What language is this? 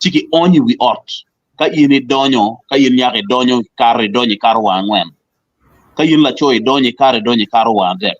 Acoli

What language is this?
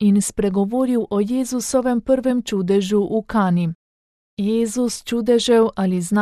Slovenian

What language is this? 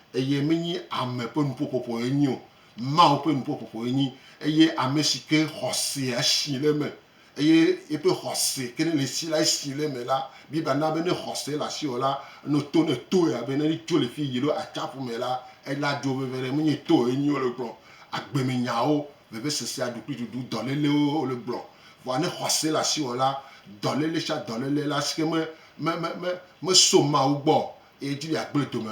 Gen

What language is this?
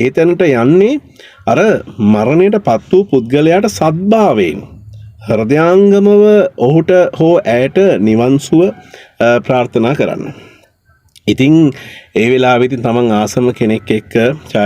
Sinhala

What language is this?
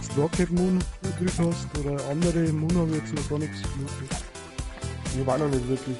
Bavarian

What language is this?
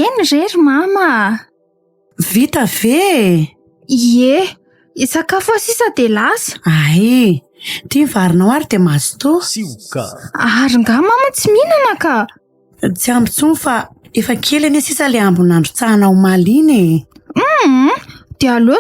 Malagasy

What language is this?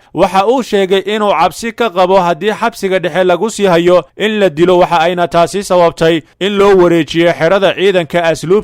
Somali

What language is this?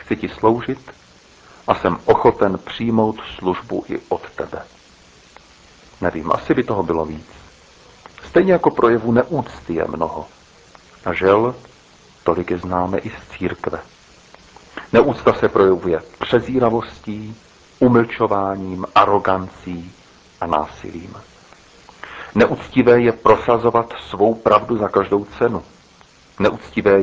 Czech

